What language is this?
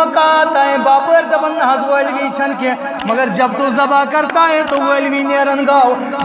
Kashmiri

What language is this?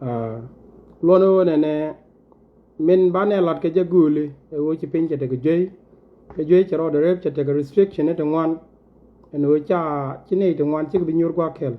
Nuer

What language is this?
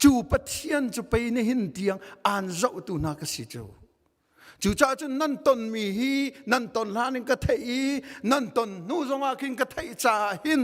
Hakha Chin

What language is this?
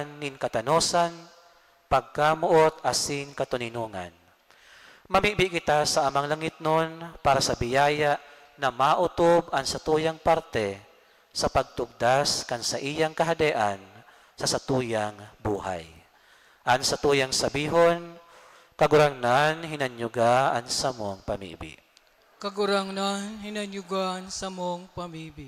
Bikol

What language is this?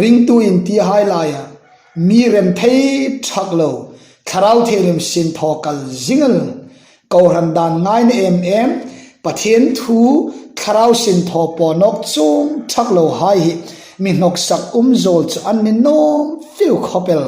Hmar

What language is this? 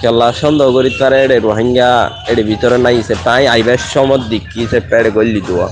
Rohingya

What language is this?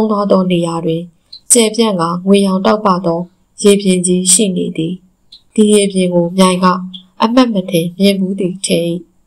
Burmese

